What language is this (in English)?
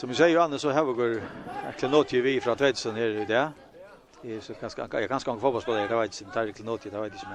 Faroese